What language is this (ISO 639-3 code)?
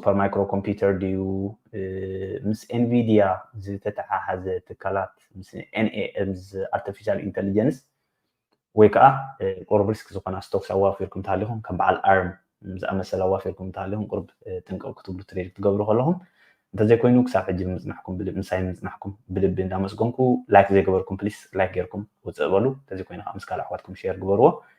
tir